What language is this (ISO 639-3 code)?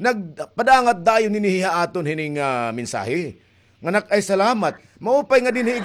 war